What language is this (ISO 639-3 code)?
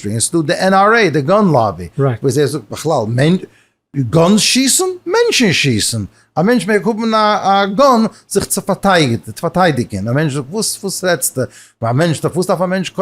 yid